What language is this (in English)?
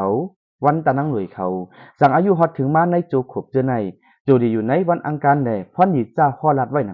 Lao